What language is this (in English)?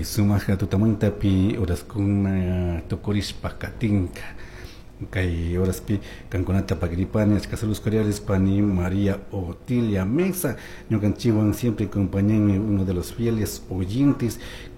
Chimborazo Highland Quichua